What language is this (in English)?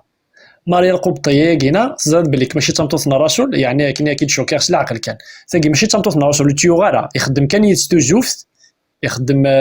Kabyle